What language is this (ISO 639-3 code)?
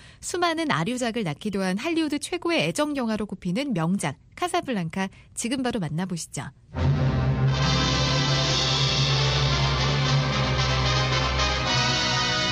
kor